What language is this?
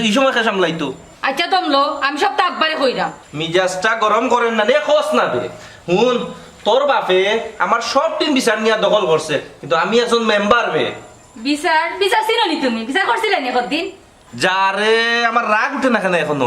Sylheti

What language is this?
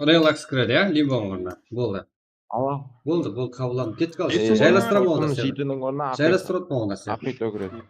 Kara-Kalpak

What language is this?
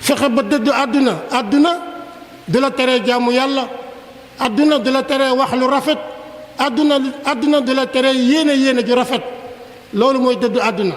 Wolof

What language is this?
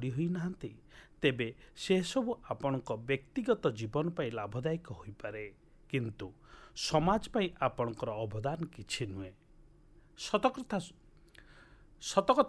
Odia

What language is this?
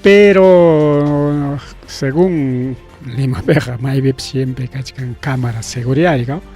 Ayacucho Quechua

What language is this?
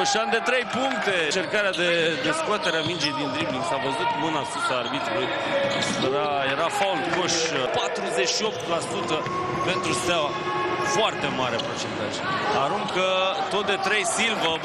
Romanian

